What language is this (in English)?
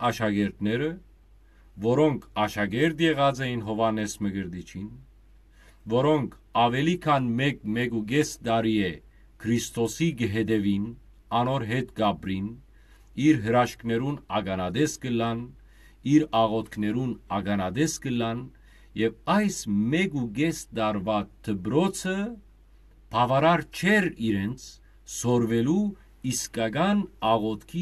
Western Armenian